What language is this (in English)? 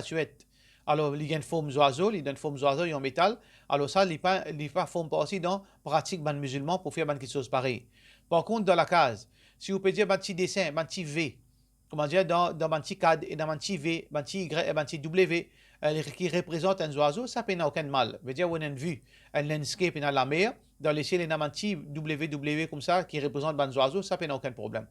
Morisyen